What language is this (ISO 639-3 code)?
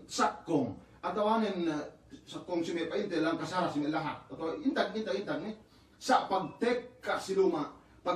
yka